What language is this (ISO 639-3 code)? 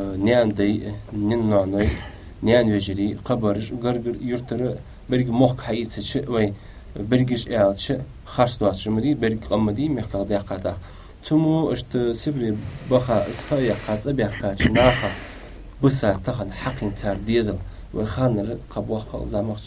inh